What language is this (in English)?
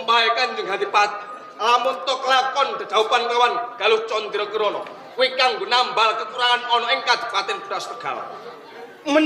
Javanese